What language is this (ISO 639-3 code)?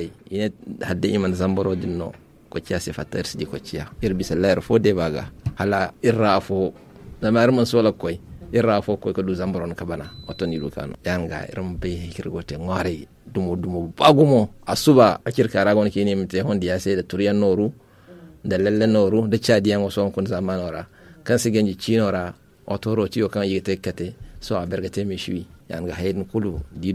dje